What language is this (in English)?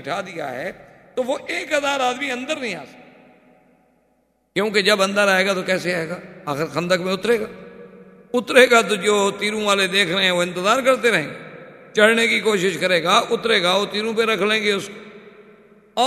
Urdu